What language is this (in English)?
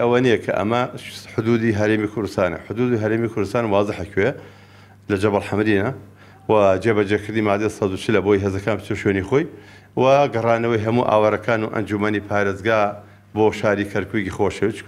Central Kurdish